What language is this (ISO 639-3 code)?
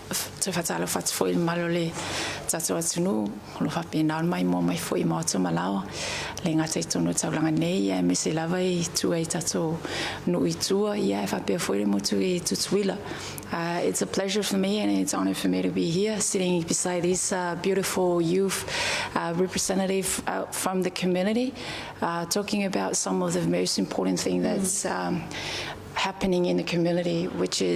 smo